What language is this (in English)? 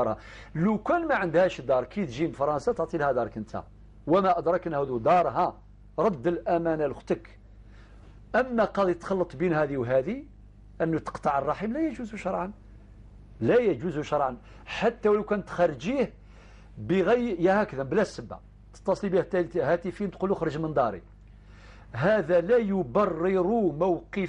Algerian Arabic